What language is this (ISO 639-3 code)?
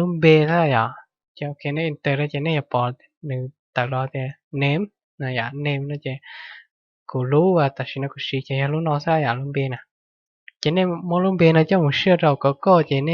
hmn